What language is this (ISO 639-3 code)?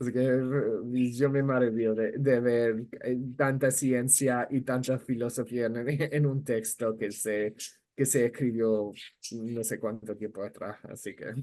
lad